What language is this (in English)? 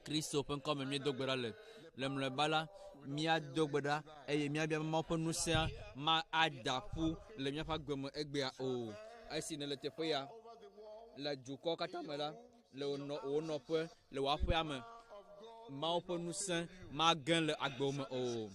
Ewe